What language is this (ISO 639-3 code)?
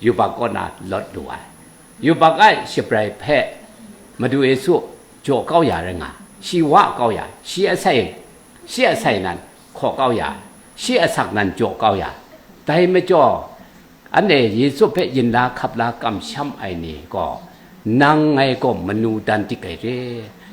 kac